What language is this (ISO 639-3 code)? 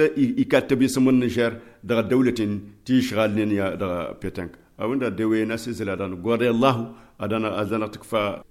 taq